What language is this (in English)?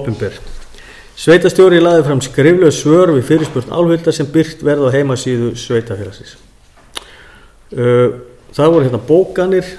Icelandic